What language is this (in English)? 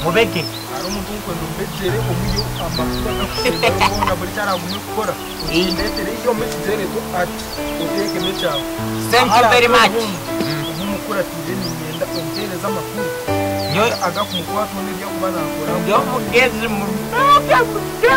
Nyankole